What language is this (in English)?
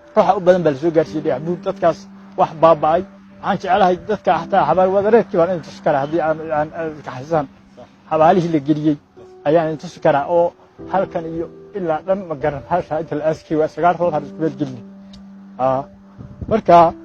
Somali